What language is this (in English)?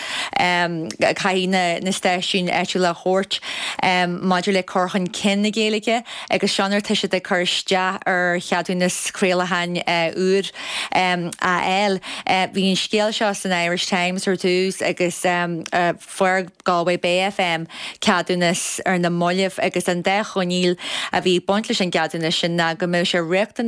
Irish